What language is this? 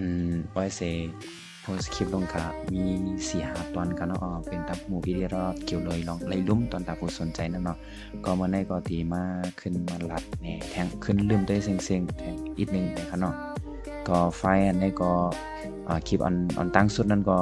Shan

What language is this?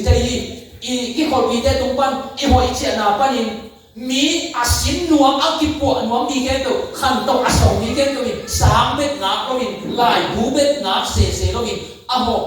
Tedim Chin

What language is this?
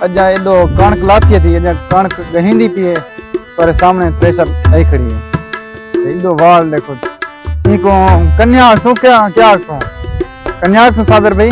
Saraiki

